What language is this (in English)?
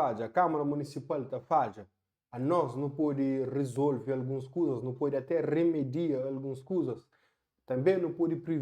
Kabuverdianu